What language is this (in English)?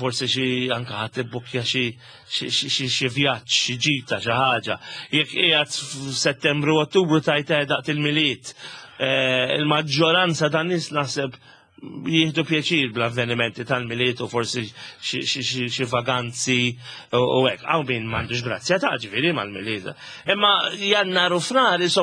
Maltese